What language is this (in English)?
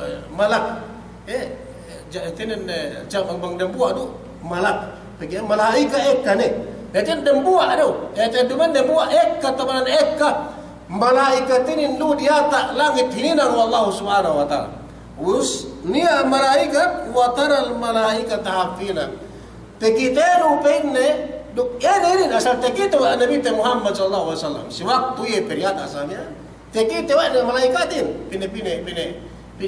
Yakan